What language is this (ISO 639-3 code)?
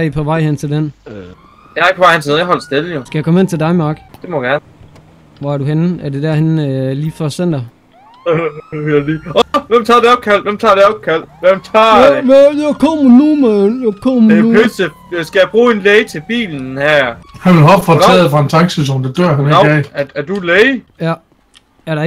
dan